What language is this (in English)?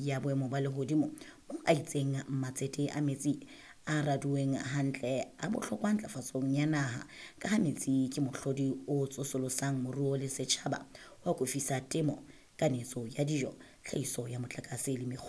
Southern Sotho